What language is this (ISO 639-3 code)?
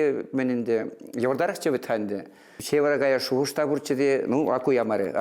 chv